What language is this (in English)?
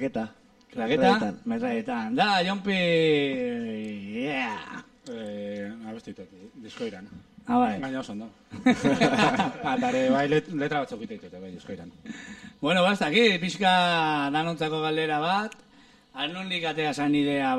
Basque